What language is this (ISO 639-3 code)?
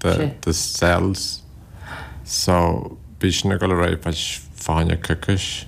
gle